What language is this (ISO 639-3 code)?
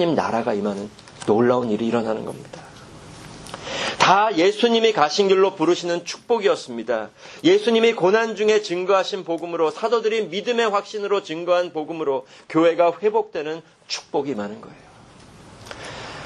kor